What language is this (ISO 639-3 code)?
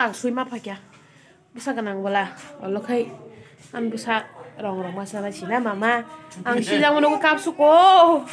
trp